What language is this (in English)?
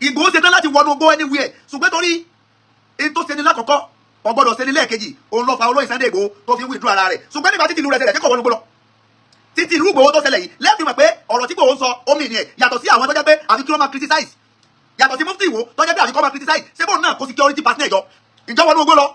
Yoruba